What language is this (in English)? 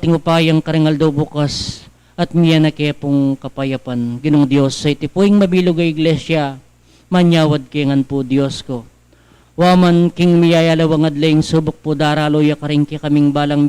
Pampanga